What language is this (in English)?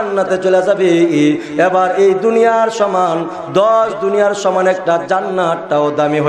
Bangla